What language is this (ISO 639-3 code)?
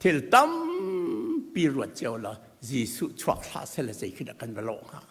cnh